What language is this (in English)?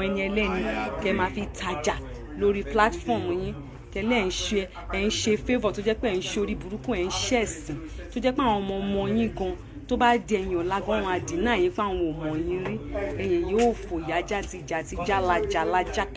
Yoruba